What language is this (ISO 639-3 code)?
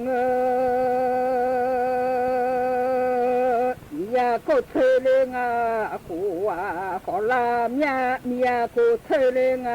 ahk